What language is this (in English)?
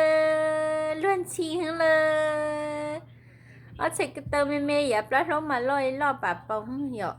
Hmong